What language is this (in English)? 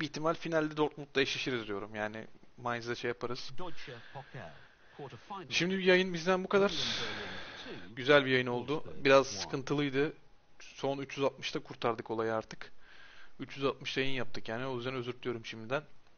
Turkish